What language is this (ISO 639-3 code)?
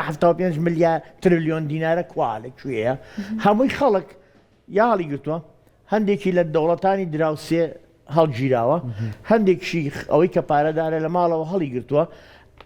ckb